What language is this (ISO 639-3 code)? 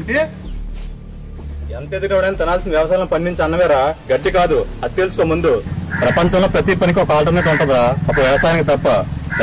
tel